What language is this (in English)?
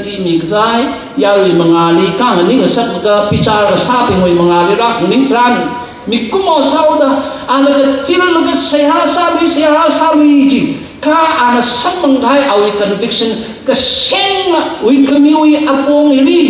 Tangkhul Naga (India)